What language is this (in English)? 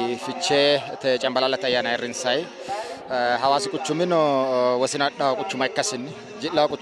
Sidamo